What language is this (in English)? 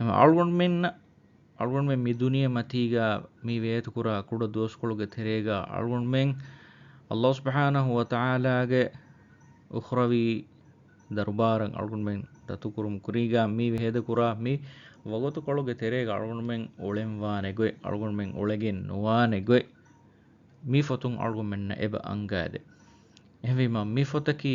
Divehi